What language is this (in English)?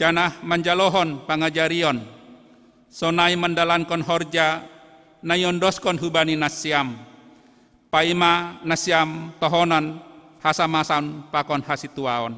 Batak Simalungun